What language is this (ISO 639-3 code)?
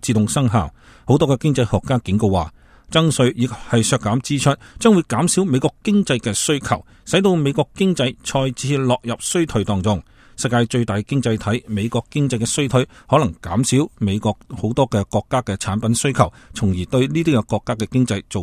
yue